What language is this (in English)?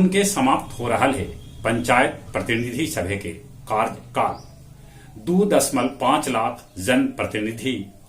Magahi